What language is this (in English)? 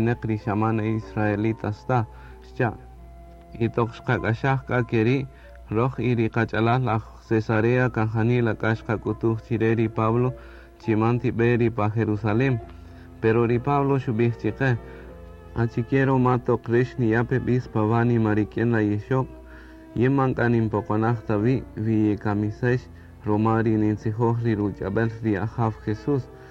Kaqchikel